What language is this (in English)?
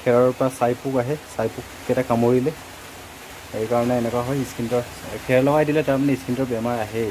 Assamese